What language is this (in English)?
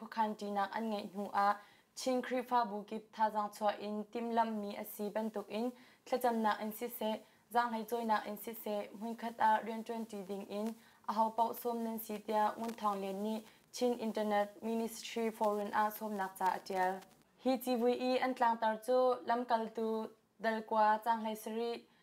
Hakha Chin